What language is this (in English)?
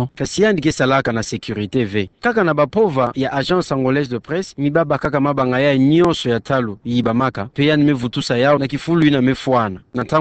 Kituba (Democratic Republic of Congo)